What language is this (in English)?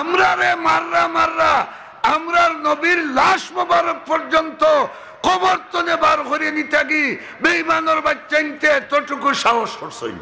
Sylheti